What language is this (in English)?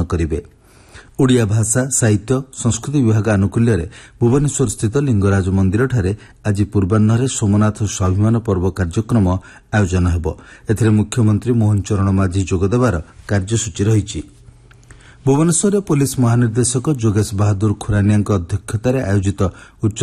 Odia